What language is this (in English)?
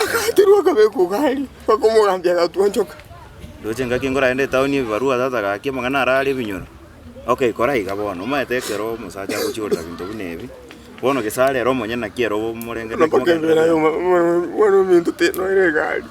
Gusii